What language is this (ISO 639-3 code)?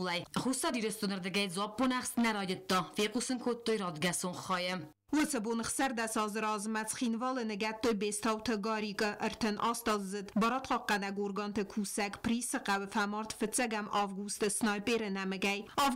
oss